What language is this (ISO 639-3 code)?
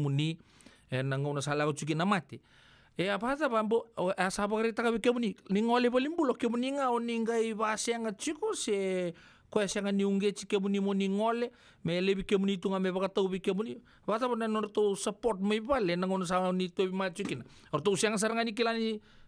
fij